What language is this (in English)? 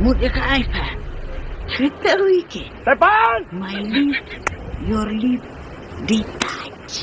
Khasi